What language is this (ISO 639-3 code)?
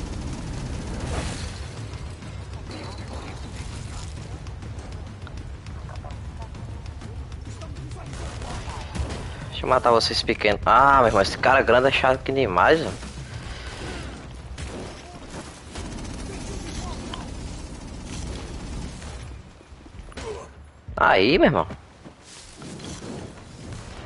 por